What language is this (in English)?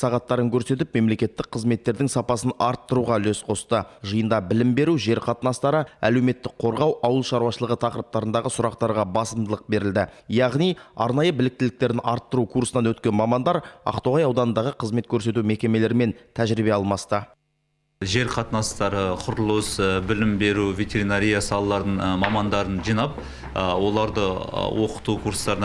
Kazakh